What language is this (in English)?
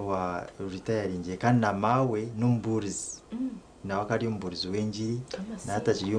Nyankole